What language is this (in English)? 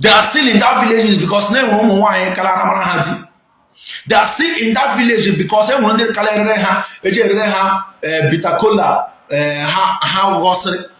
Igbo